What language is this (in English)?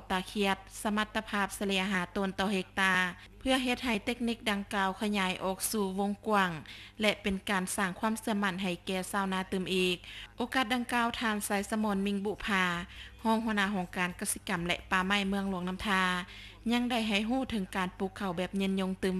Lao